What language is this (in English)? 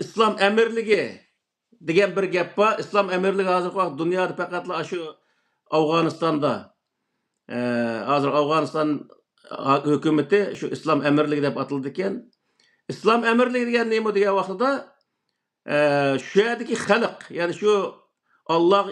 Uyghur